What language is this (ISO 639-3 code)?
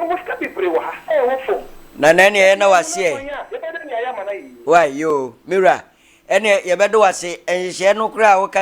aka